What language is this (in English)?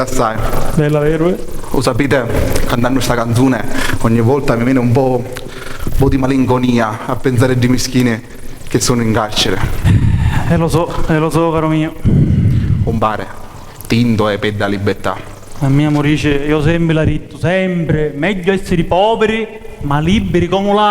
Sicilian